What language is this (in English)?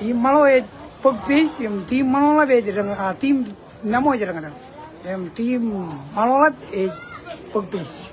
Marshallese